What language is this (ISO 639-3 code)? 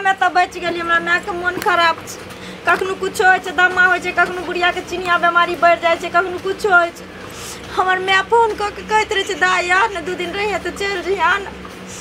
mai